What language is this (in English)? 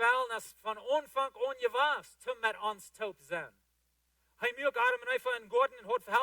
Plautdietsch